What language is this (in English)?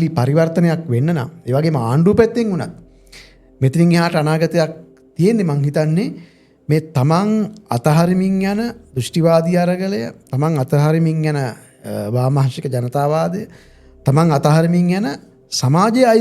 Sinhala